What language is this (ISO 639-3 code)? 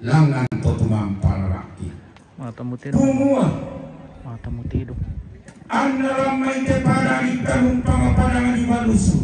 sda